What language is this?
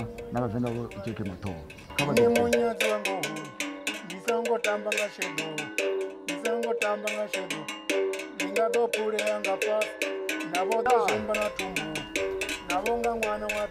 Venda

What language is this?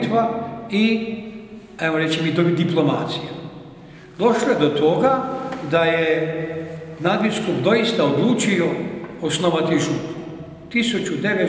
Croatian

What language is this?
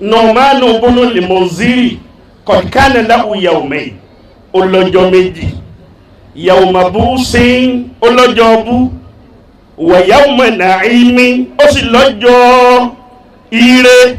Yoruba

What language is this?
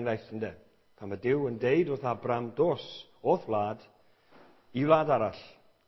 Welsh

